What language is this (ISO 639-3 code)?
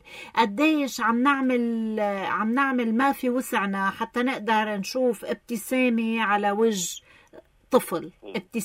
apc